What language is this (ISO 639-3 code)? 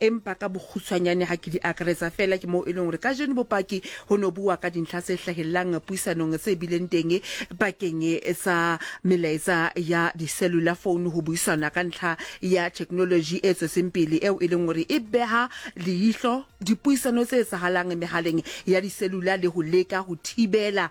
sot